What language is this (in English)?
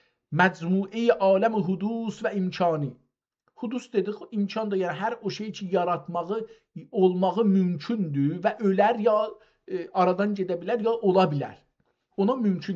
South Azerbaijani